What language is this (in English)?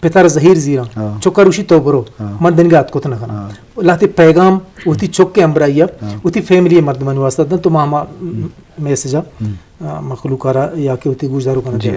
Eastern Balochi